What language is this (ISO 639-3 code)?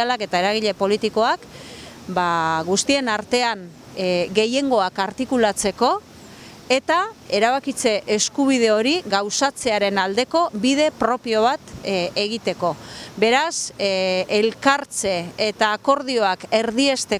eus